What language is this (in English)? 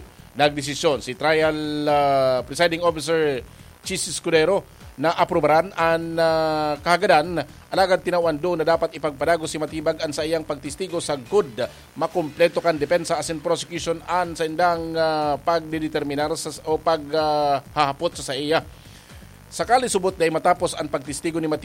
Bikol